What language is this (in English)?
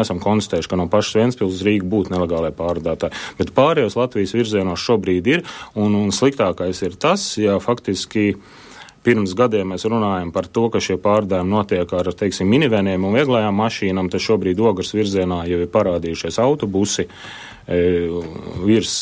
Latvian